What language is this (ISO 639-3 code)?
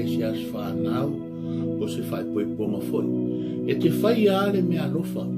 smo